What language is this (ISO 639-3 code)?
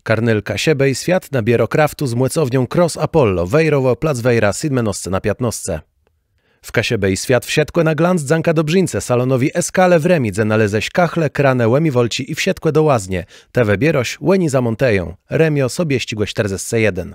csb